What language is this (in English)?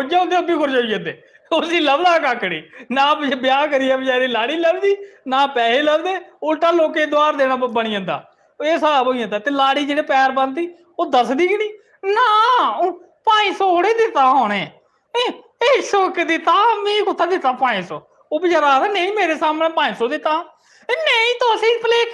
Dogri